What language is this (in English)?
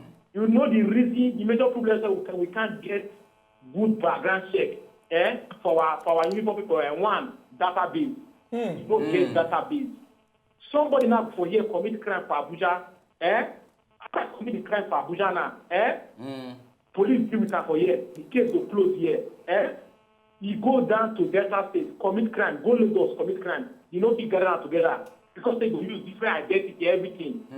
Nigerian Pidgin